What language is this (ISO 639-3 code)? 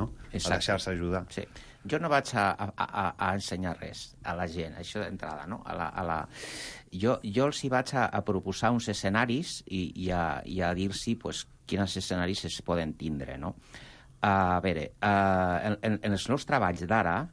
cat